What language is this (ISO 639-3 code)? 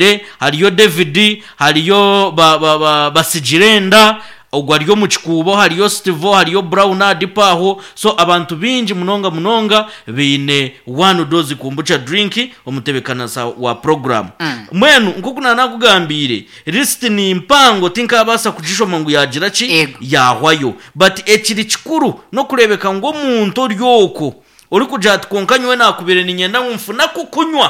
nyn